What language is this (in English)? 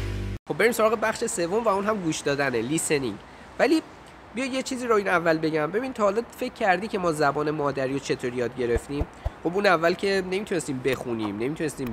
Persian